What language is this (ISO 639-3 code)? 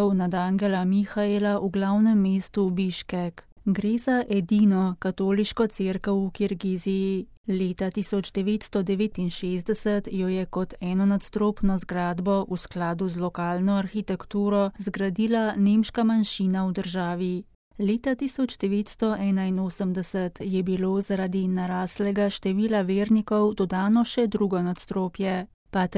slv